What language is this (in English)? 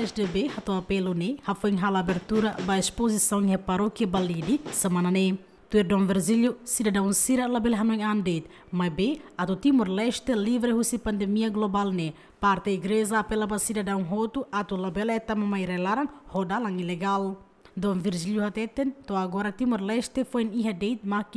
Tetum